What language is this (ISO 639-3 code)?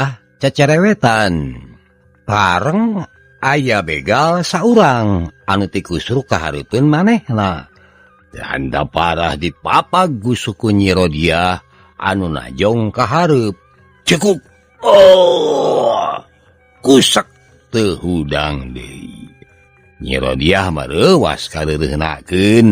sun